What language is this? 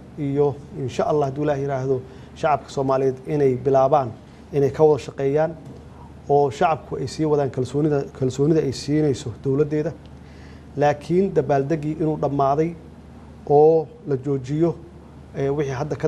Somali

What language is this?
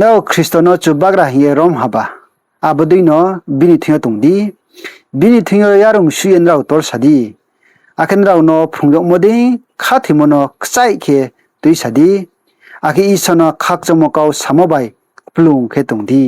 Riang (India)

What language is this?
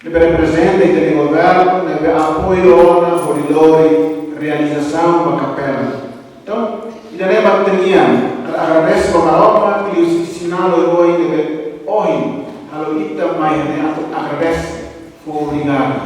Tetum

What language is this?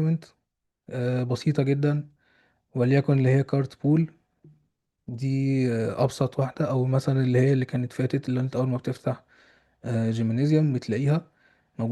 Egyptian Arabic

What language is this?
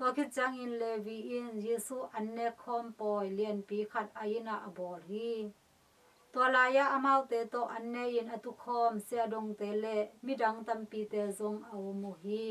Tedim Chin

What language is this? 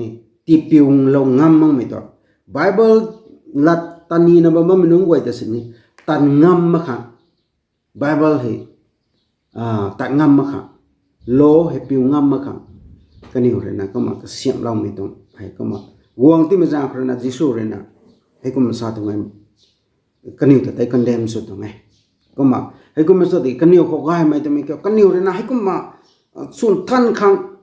Rongmei Naga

